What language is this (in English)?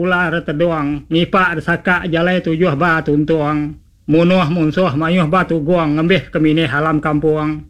Iban